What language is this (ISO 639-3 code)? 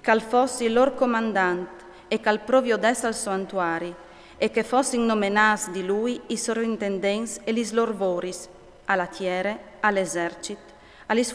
fur